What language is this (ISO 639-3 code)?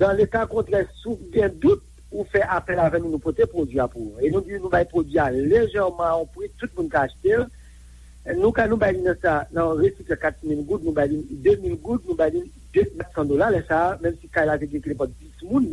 hat